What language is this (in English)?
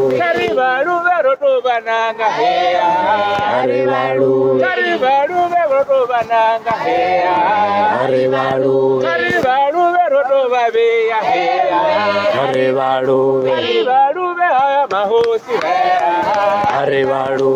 Venda